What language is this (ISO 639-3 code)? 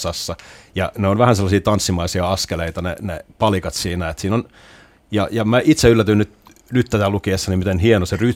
fin